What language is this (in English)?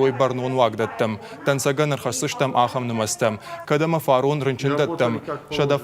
Ossetic